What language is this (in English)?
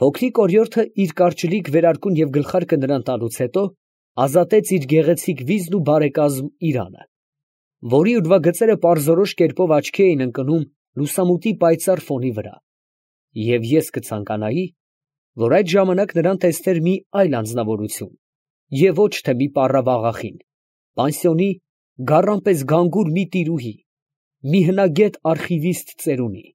Armenian